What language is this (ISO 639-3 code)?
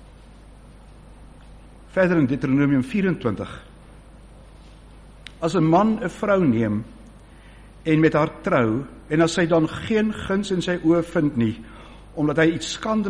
afr